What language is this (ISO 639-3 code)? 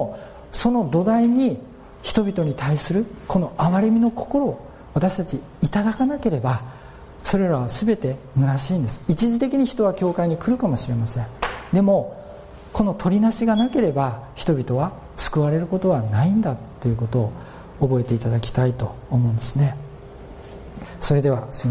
jpn